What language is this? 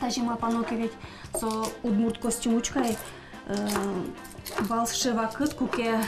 Udmurt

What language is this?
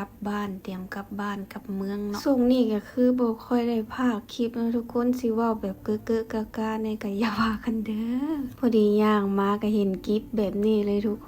Lao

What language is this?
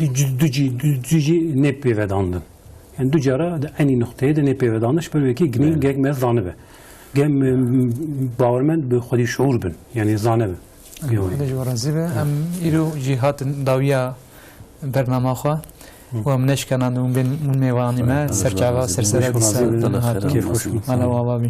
Kurdish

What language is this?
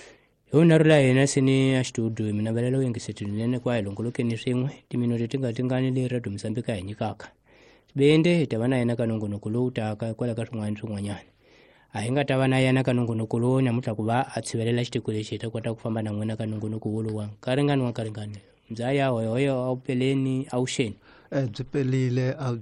Tsonga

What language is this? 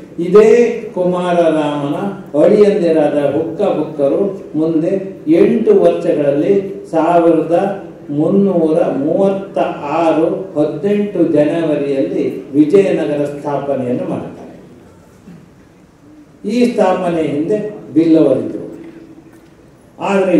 Kannada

